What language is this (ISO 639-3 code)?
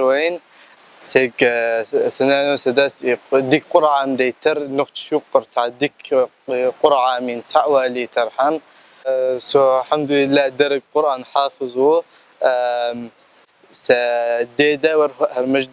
che